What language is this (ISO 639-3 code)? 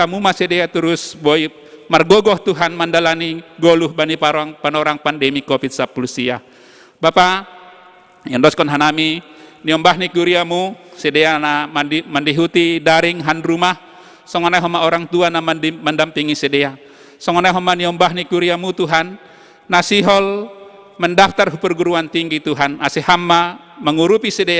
bts